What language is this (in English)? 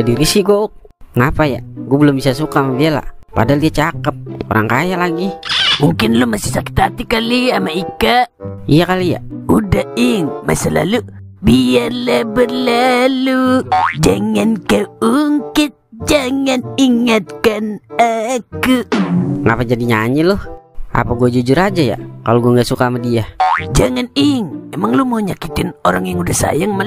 Betawi